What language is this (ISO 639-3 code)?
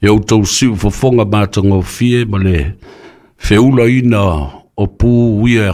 smo